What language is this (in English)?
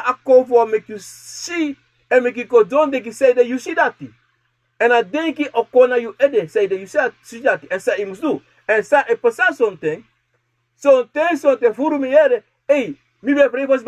Sranan Tongo